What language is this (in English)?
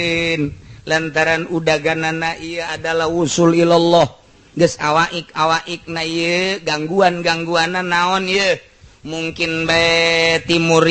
Sundanese